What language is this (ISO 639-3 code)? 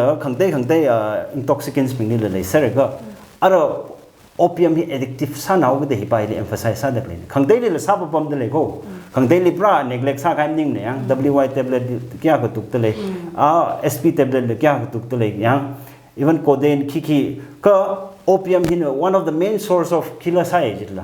nmf